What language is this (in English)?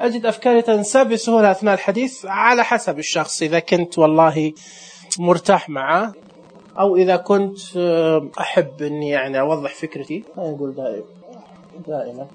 Najdi Arabic